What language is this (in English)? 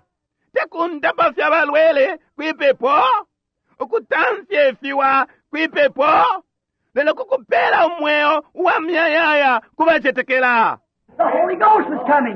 Bemba